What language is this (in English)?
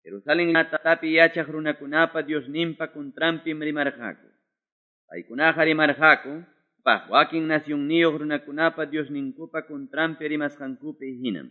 Quechua